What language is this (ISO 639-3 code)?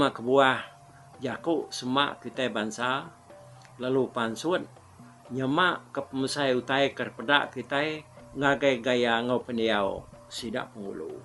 iba